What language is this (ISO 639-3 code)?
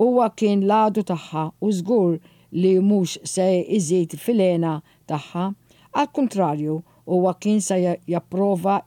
mlt